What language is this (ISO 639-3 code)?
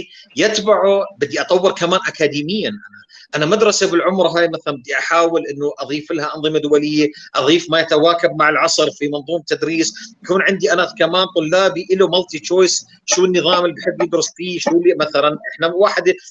apc